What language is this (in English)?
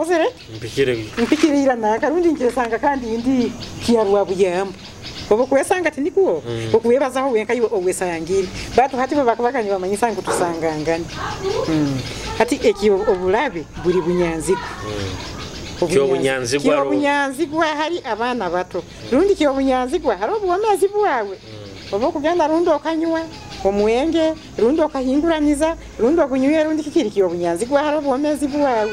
Nyoro